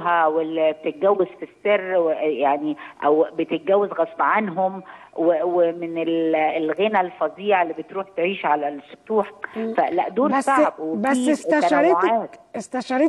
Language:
Egyptian Arabic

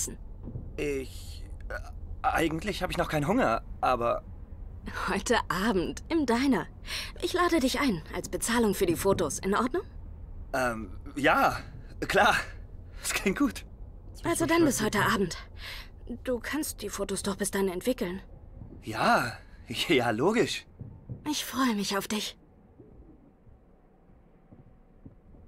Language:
German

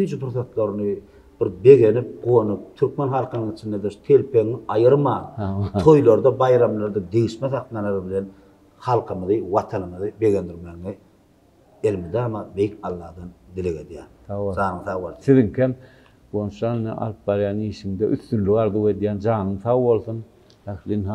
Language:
Turkmen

